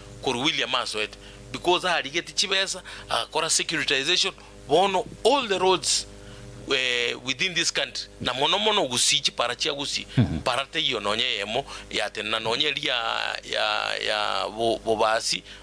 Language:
Gusii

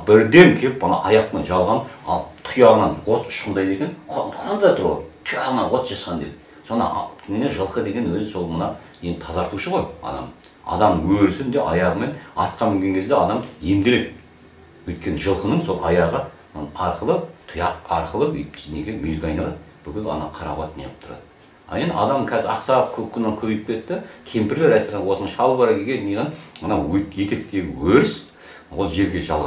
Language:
Kazakh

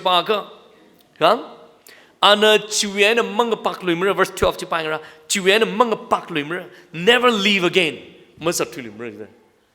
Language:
Tangkhul Naga (India)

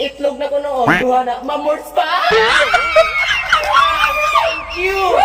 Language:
Cebuano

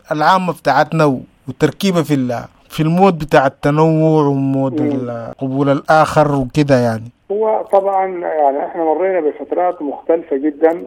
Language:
Sudanese Arabic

